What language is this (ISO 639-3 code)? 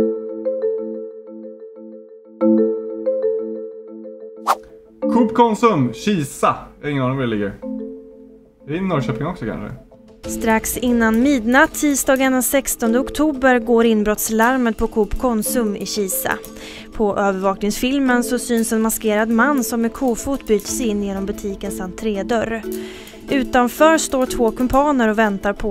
swe